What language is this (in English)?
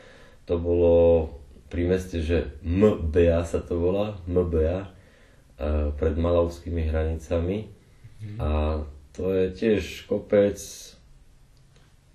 Slovak